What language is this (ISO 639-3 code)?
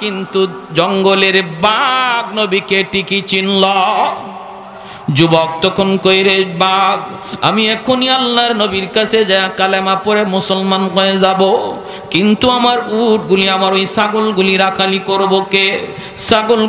ben